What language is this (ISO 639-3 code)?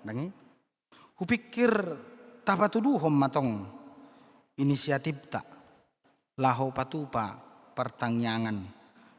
bbc